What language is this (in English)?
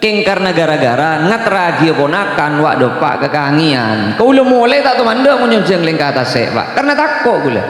Madurese